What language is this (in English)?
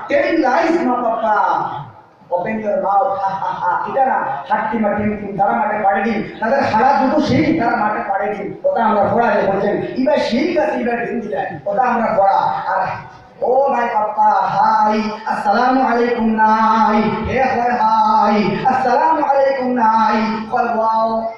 Sylheti